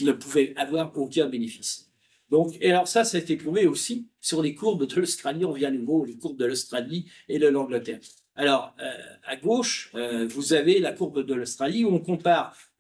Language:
French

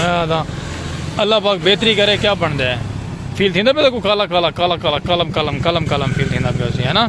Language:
Saraiki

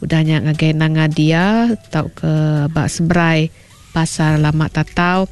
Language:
Iban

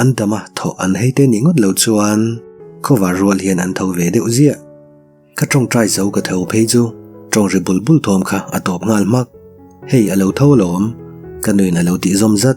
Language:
Mizo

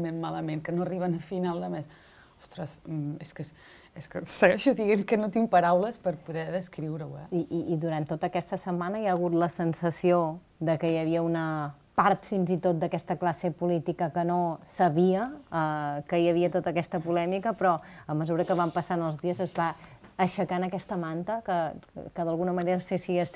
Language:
Catalan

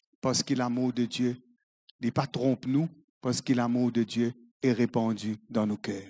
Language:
Morisyen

